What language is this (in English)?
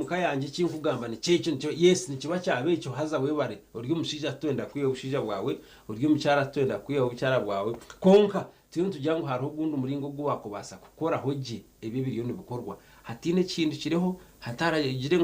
Nyankole